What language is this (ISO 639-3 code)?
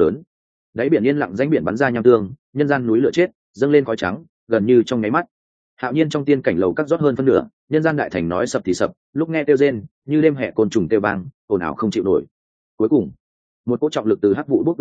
vie